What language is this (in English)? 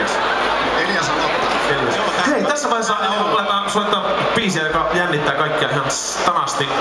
Finnish